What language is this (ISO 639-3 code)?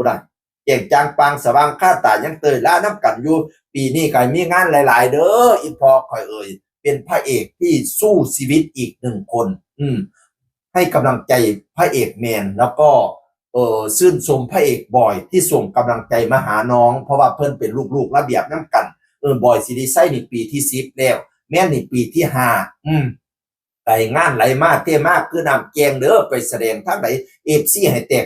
tts